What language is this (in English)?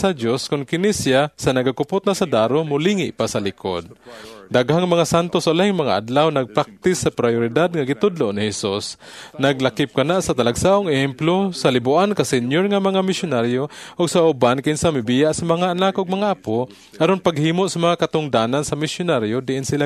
Cebuano